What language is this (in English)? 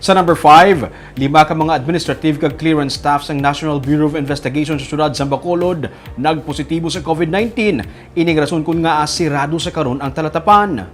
Hiligaynon